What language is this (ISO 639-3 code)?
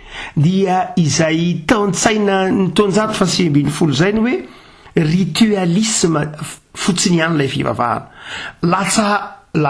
mlg